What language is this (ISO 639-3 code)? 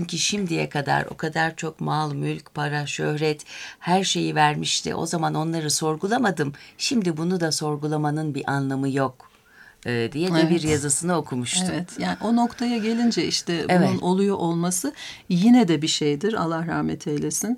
tur